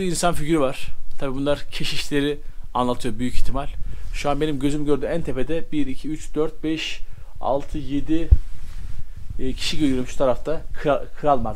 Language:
Turkish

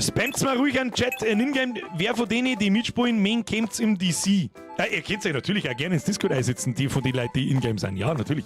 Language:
Bavarian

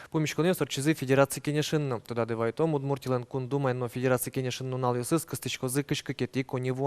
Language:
Udmurt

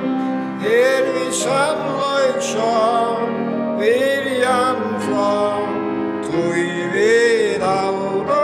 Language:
Faroese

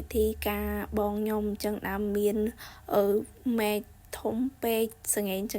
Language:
Khmer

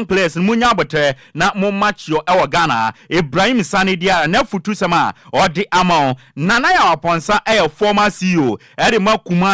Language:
Akan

